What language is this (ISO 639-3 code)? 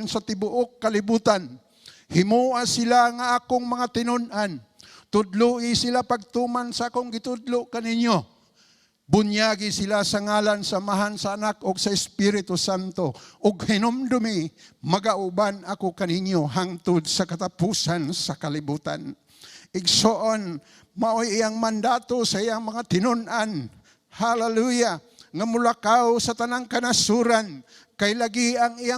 ceb